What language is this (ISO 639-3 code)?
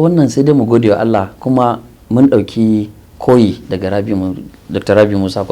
hau